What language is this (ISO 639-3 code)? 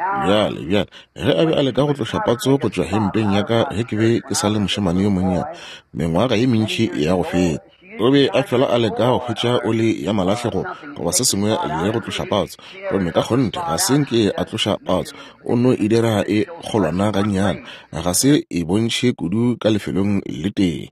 nso